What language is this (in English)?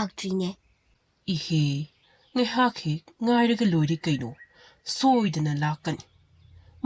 Manipuri